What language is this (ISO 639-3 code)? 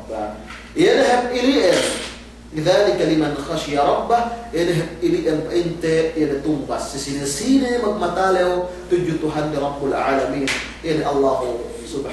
yka